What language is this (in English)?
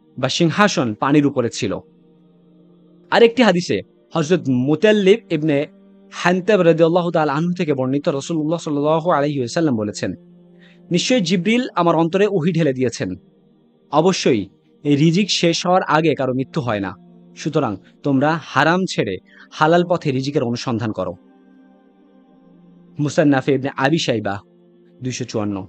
Bangla